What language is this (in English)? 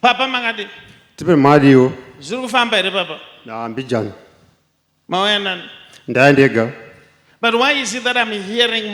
Shona